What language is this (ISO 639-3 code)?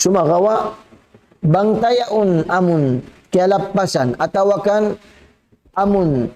tsg